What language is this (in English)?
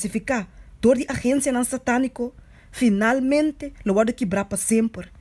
Papiamento